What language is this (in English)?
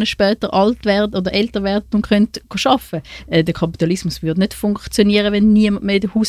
German